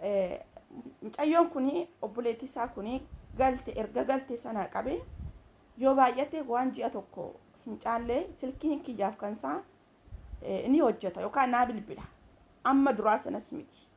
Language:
Oromo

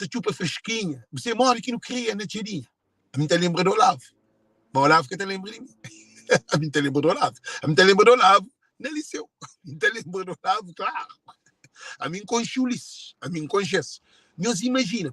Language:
Kabuverdianu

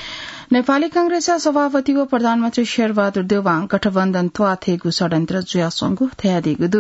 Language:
Newari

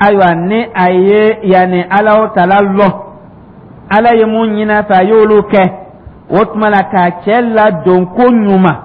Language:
Dyula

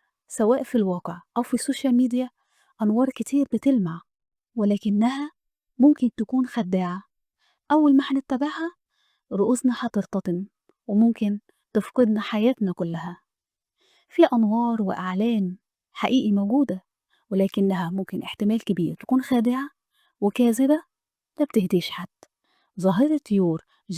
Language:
Egyptian Arabic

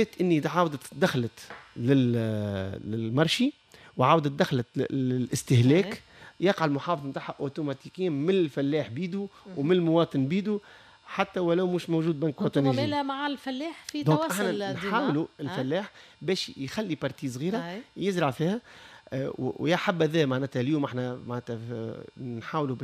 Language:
Tunisian Arabic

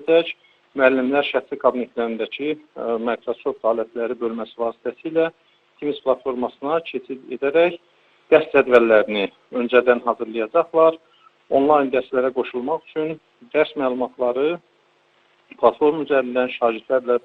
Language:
Azerbaijani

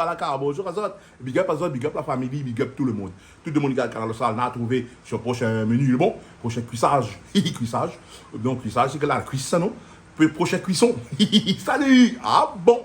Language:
Réunion Creole French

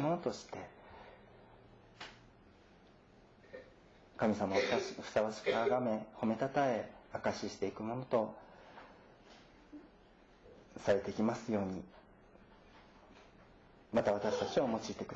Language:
Japanese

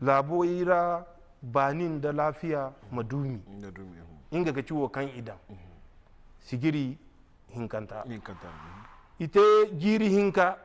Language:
Zarma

